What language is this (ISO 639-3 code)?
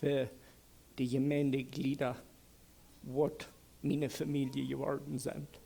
pdt